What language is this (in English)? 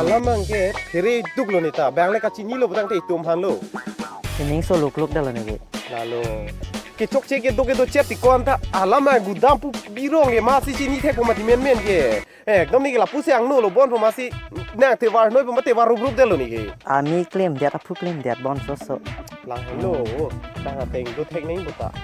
Karbi